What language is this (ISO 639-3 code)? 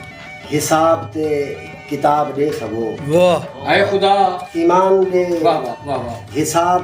skr